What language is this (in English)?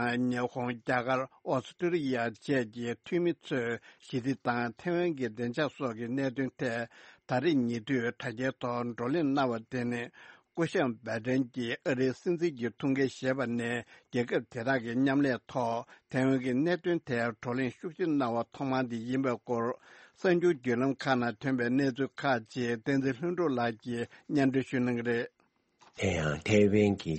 Tibetan